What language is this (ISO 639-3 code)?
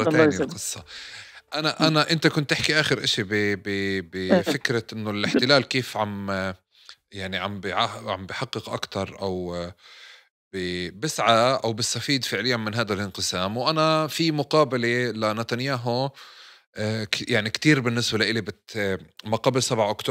apc